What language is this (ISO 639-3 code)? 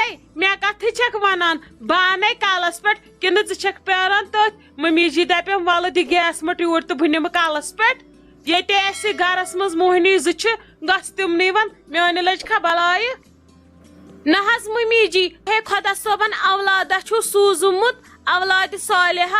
kas